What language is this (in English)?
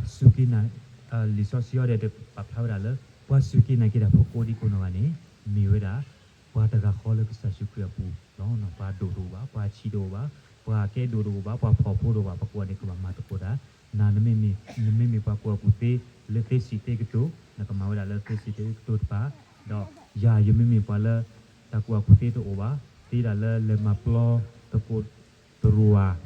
S'gaw Karen